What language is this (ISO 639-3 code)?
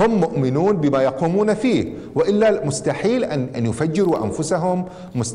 afb